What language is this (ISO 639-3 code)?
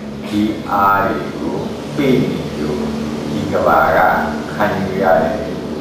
mya